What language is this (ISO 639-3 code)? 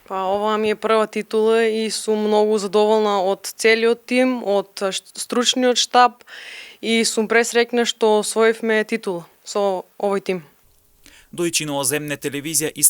mkd